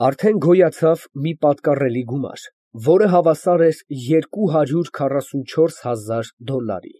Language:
Armenian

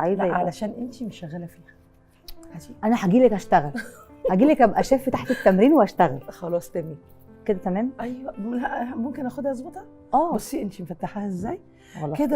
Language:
Egyptian Arabic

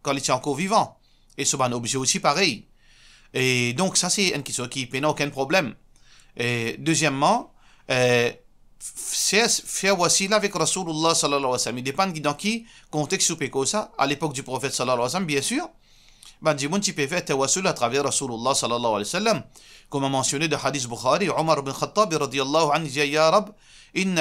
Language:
Morisyen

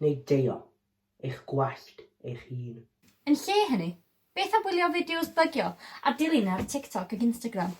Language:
Welsh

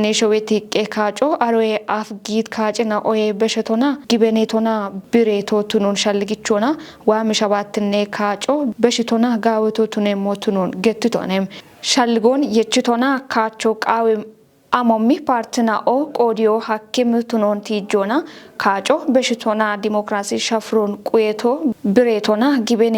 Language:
Kafa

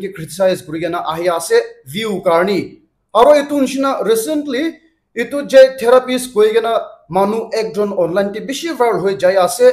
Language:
Naga Pidgin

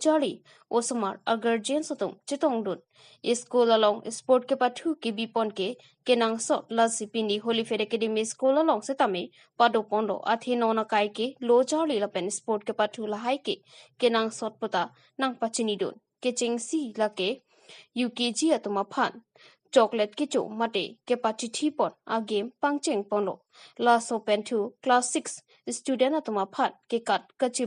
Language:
Karbi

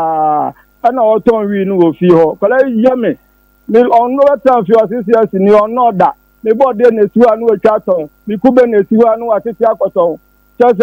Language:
Akan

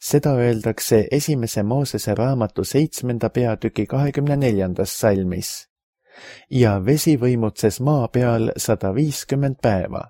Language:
Estonian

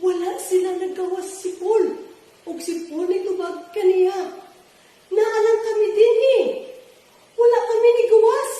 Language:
Cebuano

